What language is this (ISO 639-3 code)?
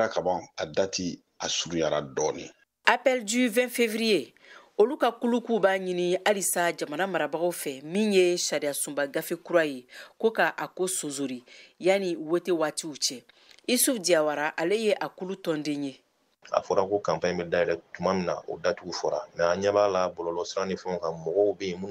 bam